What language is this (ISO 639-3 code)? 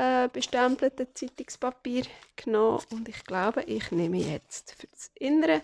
gsw